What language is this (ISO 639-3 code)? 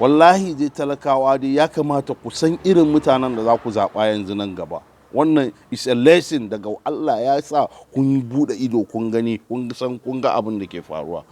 hau